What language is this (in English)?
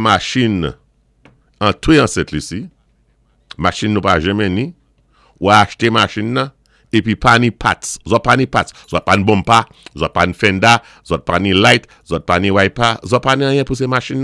Saint Lucian Creole French